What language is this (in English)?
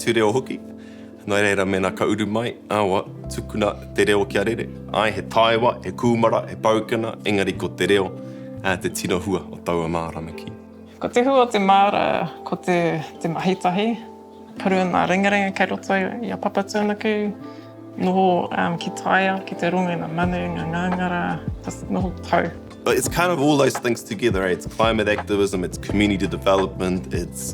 Māori